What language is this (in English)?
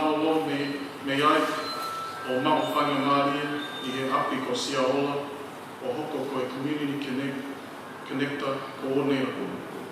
Tongan